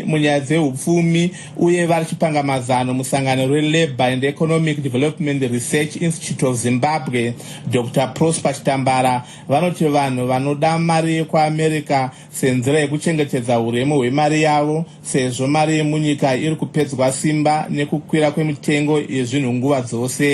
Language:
Shona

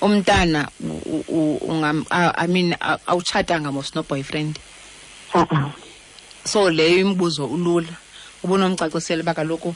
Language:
Xhosa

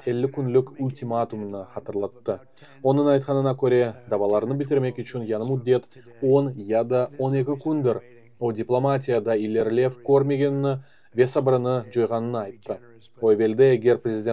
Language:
Crimean Tatar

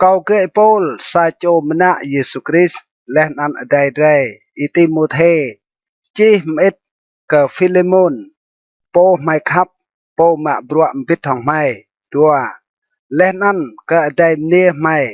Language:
Rade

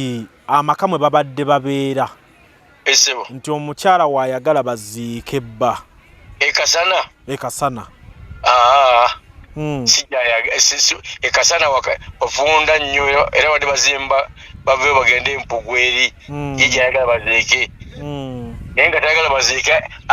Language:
Ganda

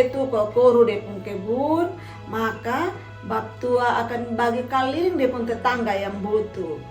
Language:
Kupang Malay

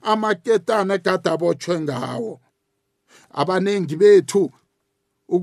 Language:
South Ndebele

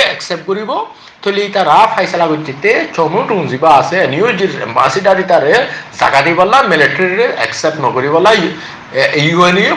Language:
Rohingya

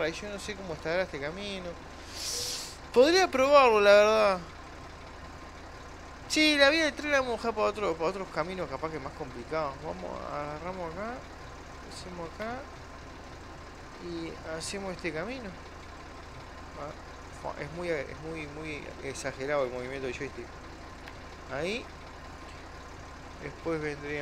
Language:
Spanish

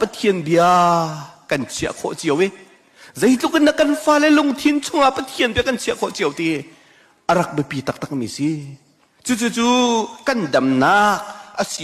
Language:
Hakha Chin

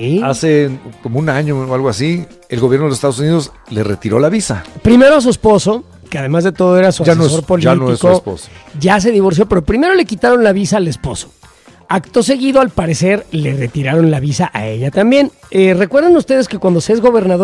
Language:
Spanish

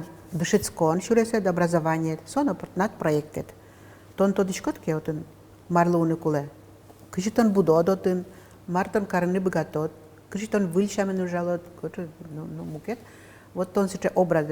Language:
Udmurt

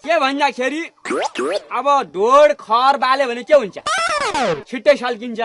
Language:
Nepali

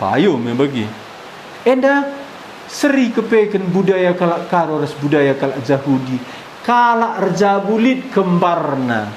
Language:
Batak Karo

